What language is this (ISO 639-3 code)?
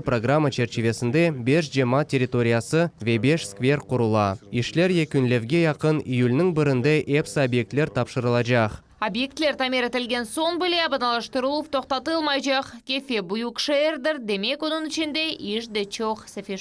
crh